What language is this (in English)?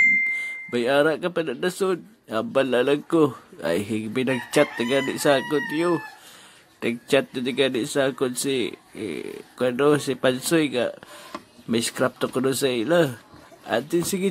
Hiligaynon